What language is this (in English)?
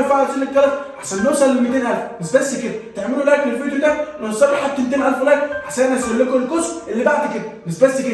Egyptian Arabic